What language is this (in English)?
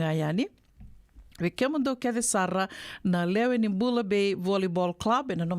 Fijian